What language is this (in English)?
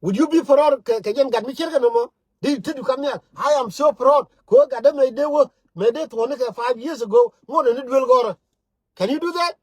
Nuer